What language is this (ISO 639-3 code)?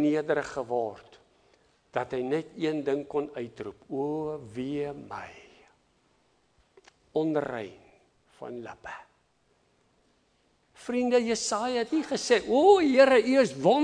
afr